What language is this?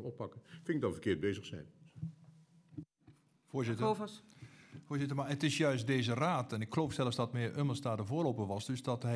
Dutch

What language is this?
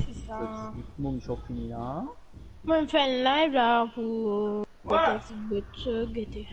Morisyen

